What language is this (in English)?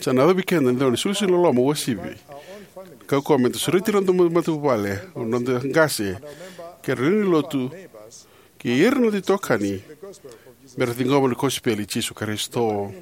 Fijian